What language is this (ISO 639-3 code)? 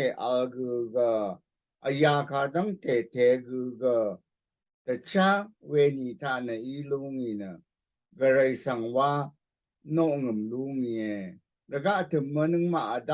raw